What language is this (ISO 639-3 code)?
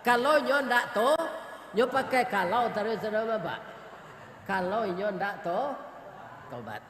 min